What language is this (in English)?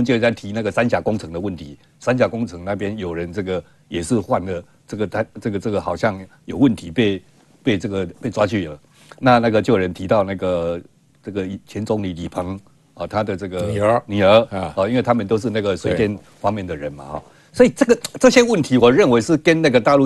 Chinese